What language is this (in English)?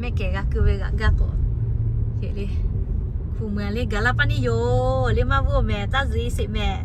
Lahu